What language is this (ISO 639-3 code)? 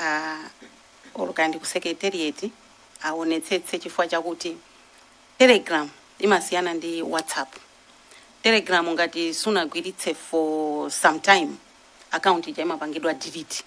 nya